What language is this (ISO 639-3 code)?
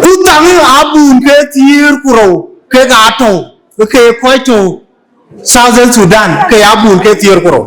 din